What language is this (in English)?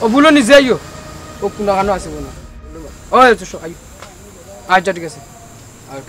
Sylheti